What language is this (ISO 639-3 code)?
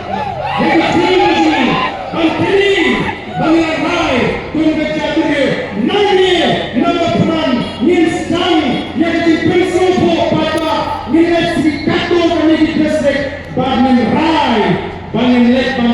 kha